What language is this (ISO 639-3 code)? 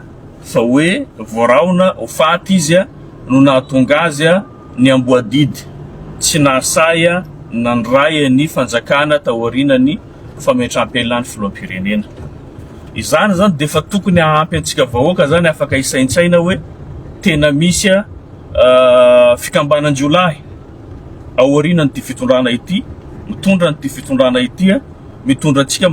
mlg